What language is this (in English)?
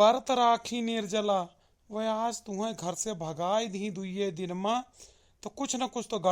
Awadhi